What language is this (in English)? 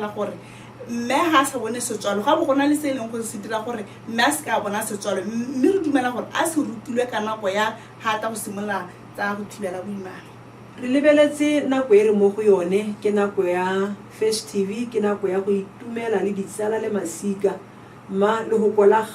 Tswana